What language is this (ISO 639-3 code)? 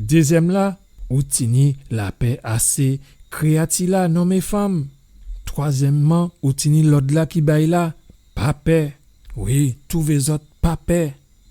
gcf